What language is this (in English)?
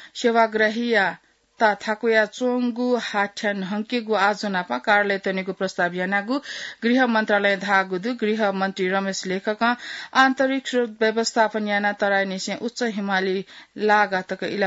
Newari